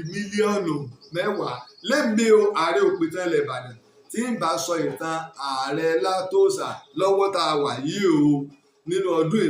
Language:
Yoruba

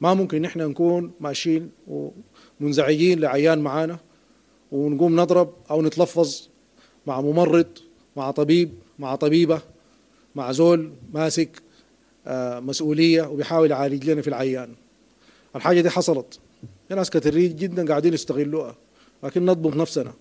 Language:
Sudanese Arabic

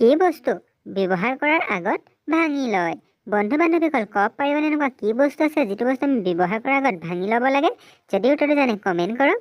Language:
Assamese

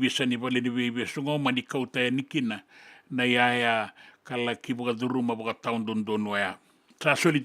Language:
Fijian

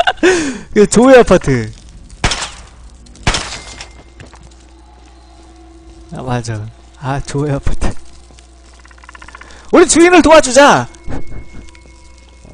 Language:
Korean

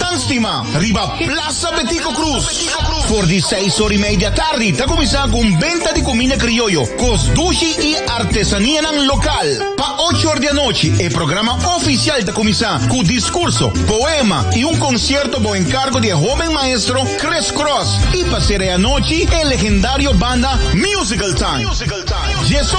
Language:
Papiamento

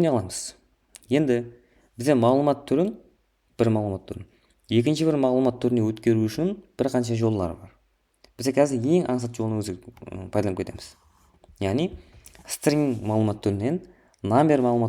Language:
Kara-Kalpak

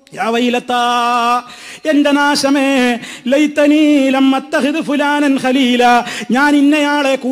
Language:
Malayalam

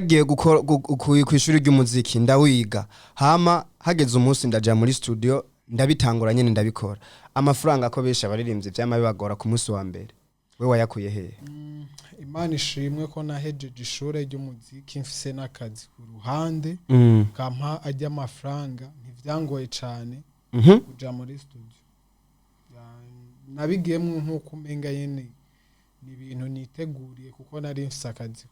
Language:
Rundi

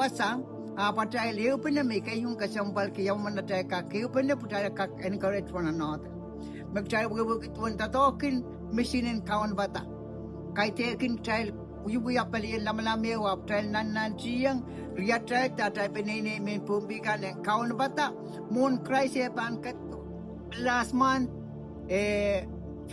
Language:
Pohnpeian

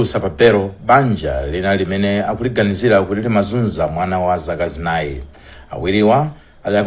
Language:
Nyanja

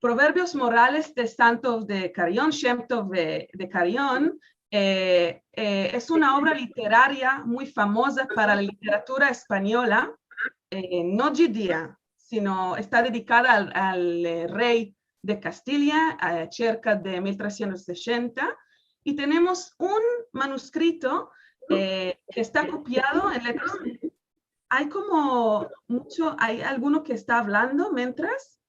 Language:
Ladino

